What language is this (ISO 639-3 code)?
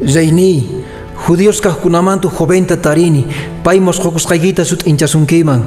que